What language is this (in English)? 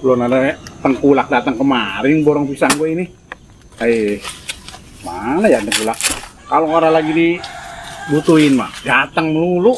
Betawi